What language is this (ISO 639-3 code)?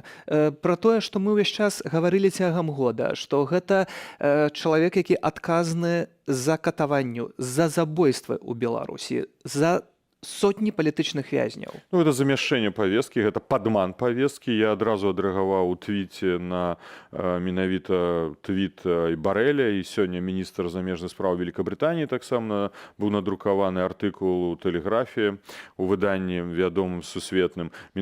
bel